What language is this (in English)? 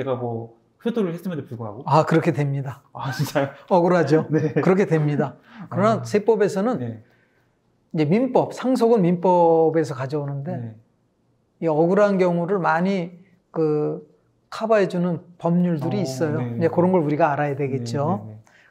Korean